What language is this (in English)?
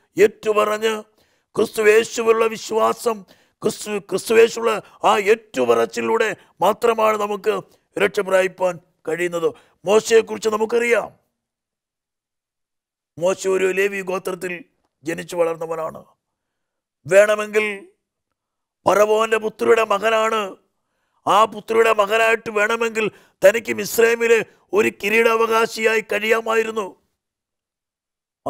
Malayalam